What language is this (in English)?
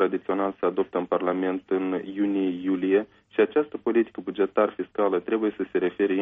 Romanian